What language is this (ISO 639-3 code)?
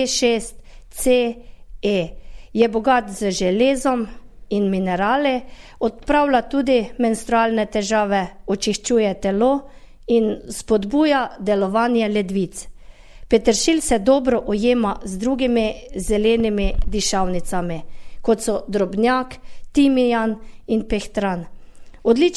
slv